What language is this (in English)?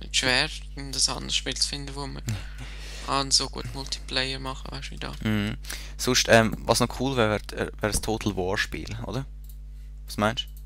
Swiss German